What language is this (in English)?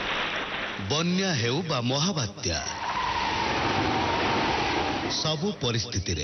Odia